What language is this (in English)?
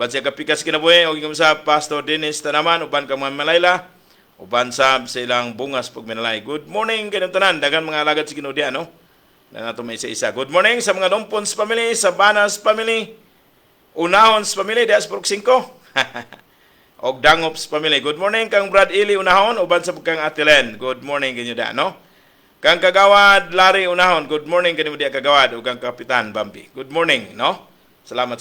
Cebuano